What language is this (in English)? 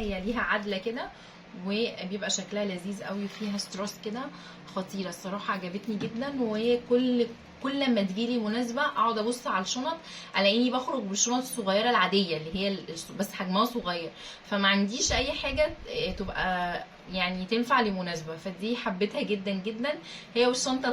Egyptian Arabic